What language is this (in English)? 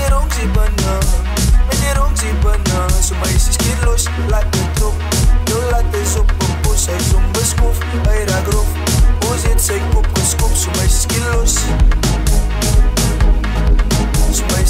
Afrikaans